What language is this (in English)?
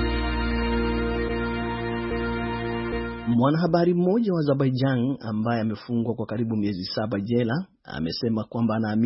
Swahili